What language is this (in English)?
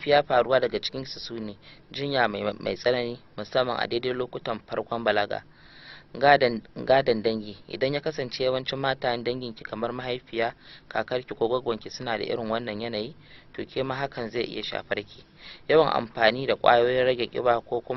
Hausa